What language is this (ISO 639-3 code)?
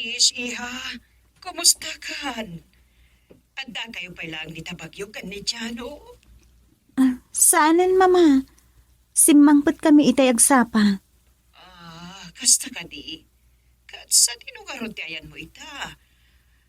ilo